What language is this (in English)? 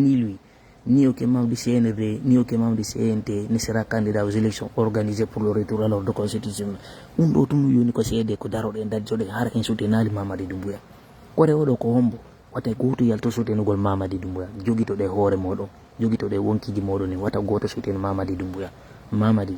Fula